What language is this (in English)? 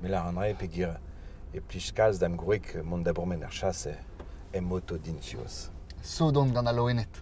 Breton